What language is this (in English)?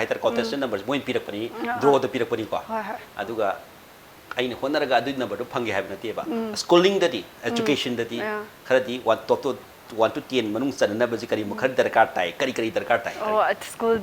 Manipuri